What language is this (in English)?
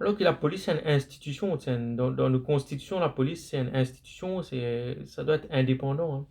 Morisyen